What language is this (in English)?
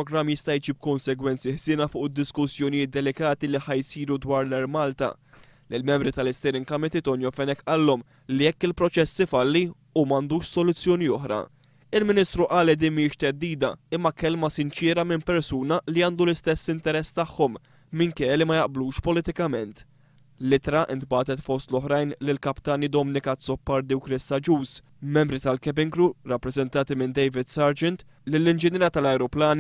Maltese